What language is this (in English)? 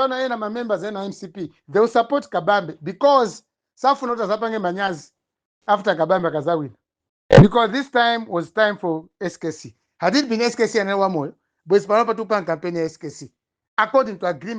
Nyanja